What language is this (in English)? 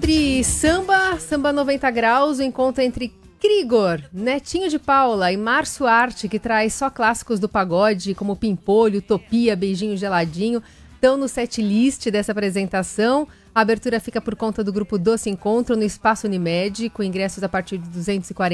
Portuguese